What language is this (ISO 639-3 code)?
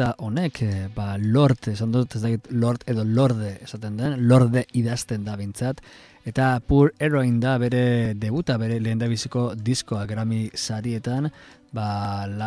eus